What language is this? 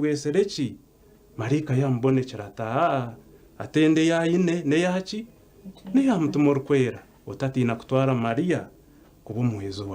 Nyankole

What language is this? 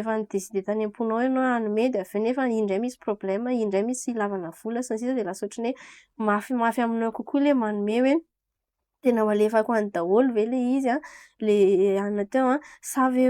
Malagasy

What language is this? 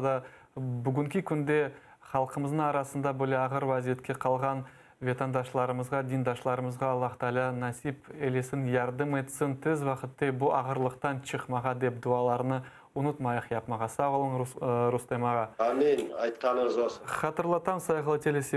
Crimean Tatar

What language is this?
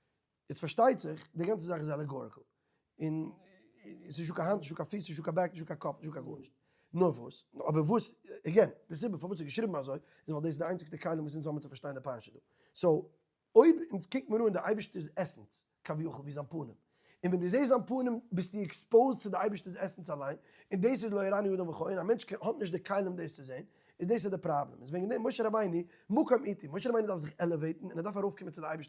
Yiddish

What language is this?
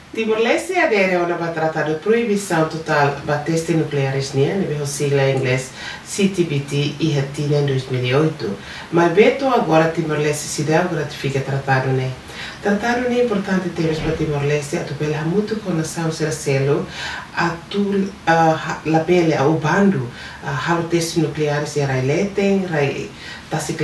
Tetum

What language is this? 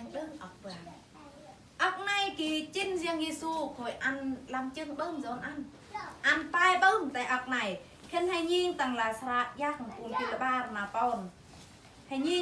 Eastern Bru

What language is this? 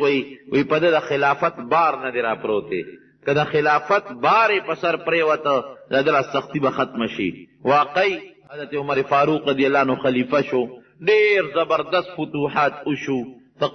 Pashto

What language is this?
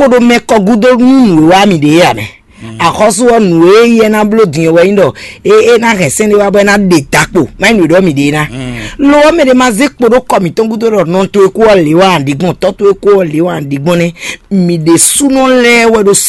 Fon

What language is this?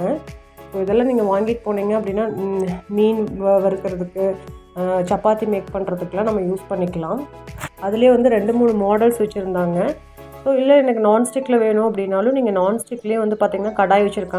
Tamil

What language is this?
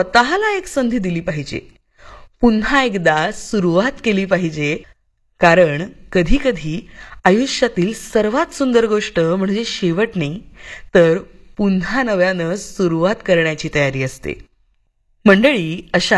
Marathi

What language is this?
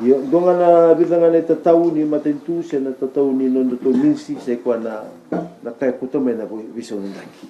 Fijian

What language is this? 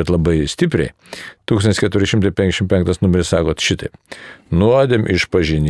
Lithuanian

